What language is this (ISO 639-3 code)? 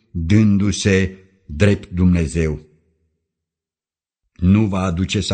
ron